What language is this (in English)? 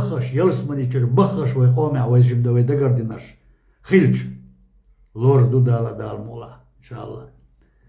Chechen